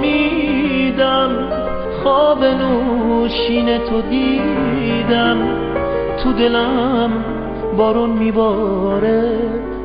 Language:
Persian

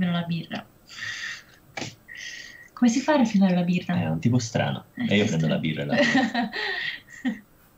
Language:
Italian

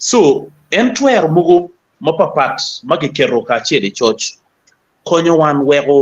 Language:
Acoli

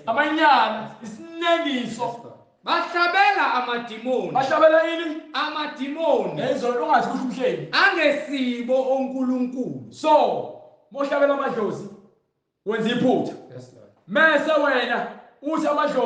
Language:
Zulu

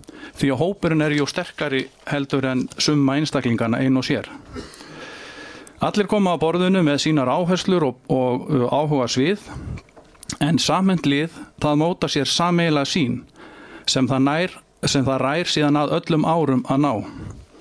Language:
Icelandic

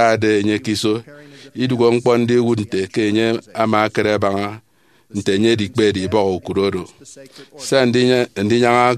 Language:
Efik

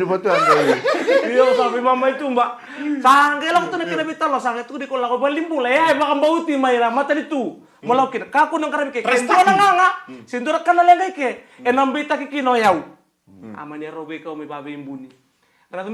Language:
Fijian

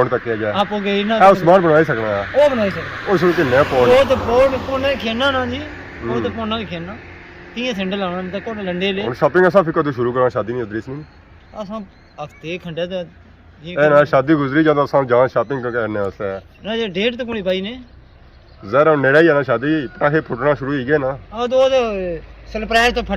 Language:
Pahari-Potwari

